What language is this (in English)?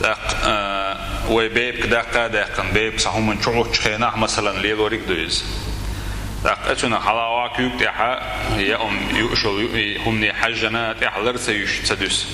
Chechen